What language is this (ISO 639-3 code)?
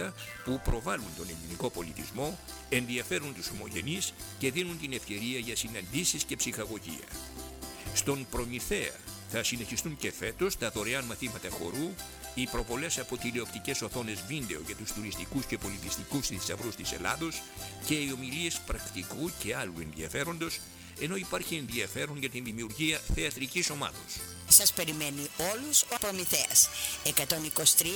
ell